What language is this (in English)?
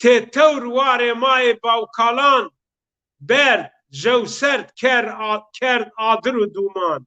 Zaza